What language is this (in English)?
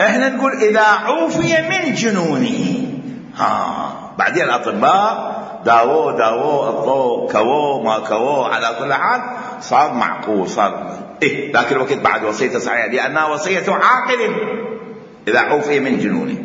Mesopotamian Arabic